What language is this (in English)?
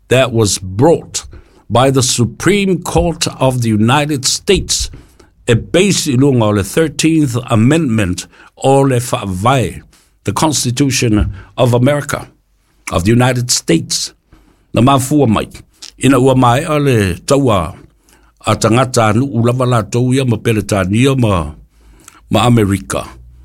Samoan